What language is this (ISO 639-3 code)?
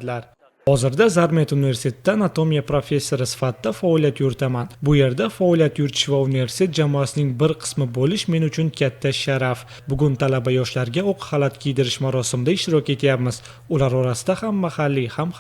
uzb